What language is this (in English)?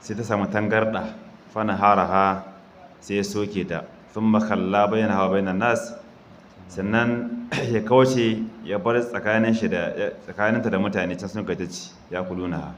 Hausa